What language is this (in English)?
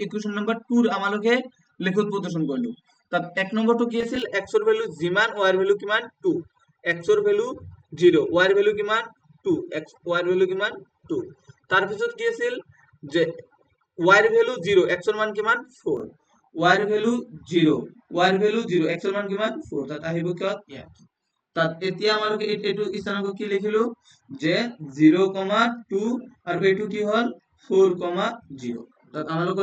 Assamese